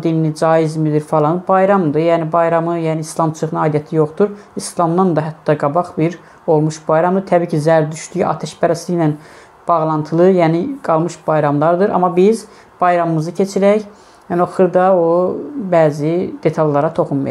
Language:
Azerbaijani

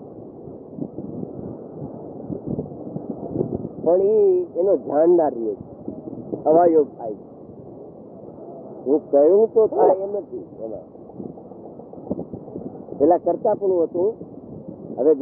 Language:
Gujarati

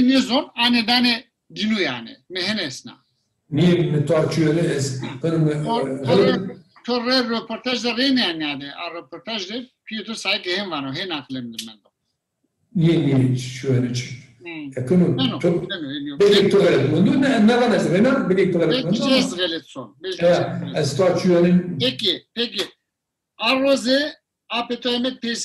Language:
Zaza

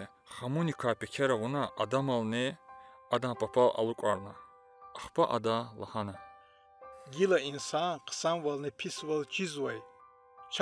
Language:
Lezghian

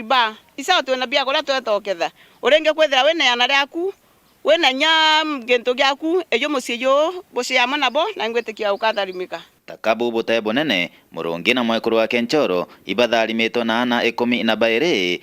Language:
Meru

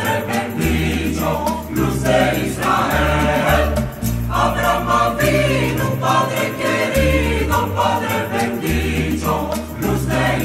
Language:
Ladino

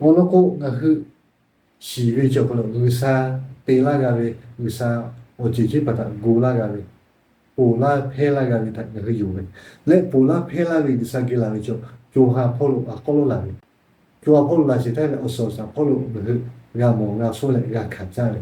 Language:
Lahu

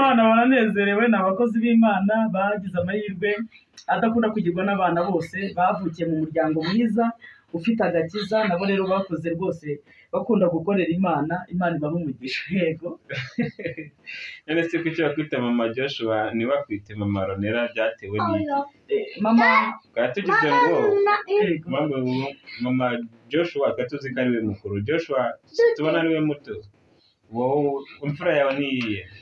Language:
Kinyarwanda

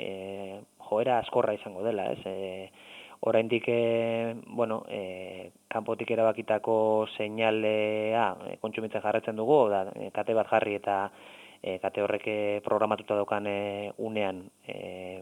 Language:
Basque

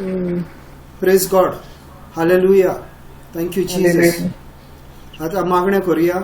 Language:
Konkani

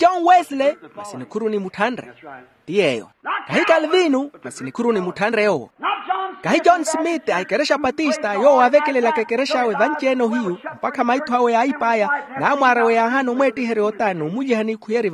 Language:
Makhuwa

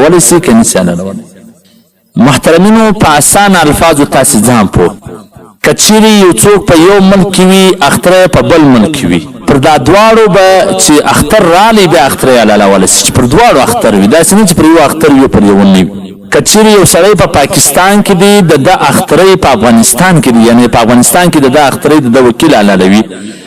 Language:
Pashto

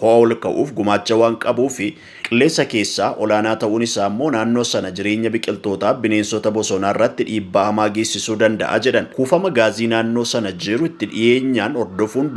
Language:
Oromo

